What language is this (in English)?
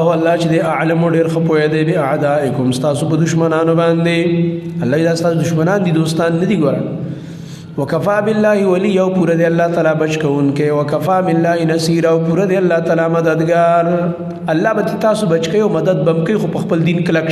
Pashto